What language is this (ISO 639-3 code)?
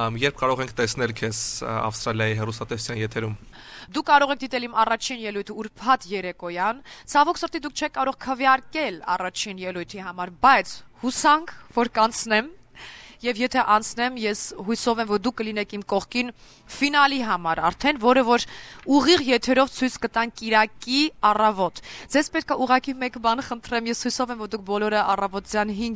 hye